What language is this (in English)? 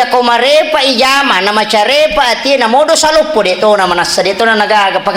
Buginese